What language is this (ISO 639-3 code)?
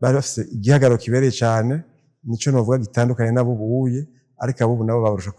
run